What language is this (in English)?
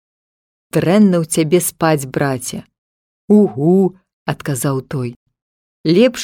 Belarusian